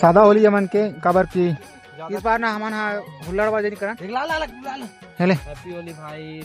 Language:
Chhattisgarhi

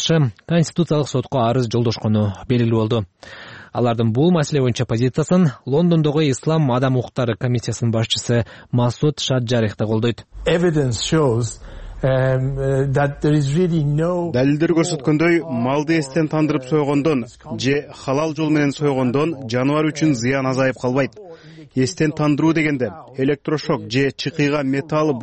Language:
Kyrgyz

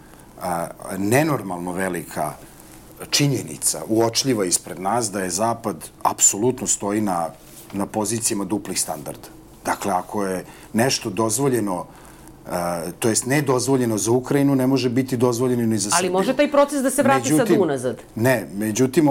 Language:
Serbian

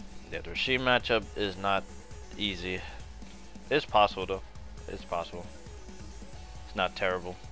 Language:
English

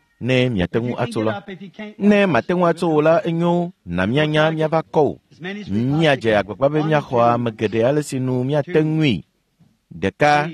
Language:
Ewe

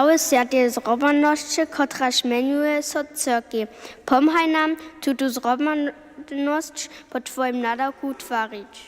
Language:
Upper Sorbian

